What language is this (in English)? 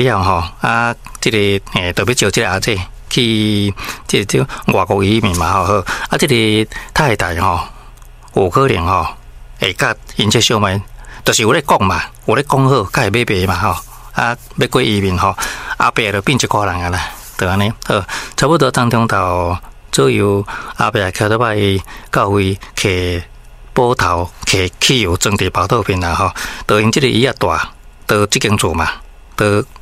Min Nan Chinese